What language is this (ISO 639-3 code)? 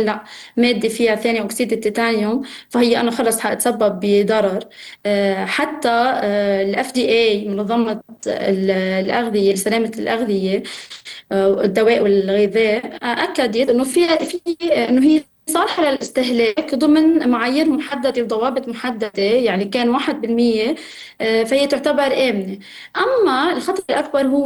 apc